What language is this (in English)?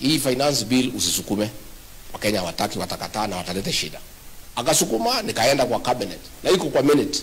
Swahili